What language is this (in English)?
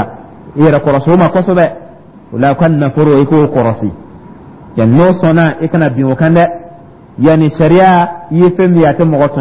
Dyula